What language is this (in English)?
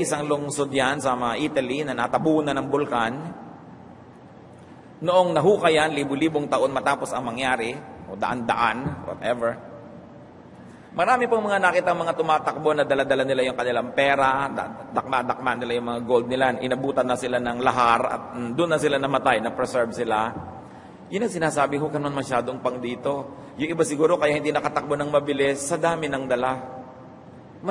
Filipino